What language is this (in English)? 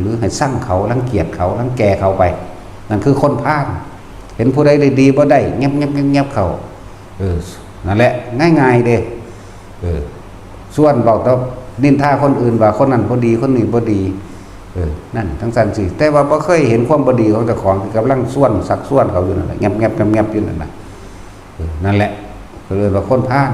Lao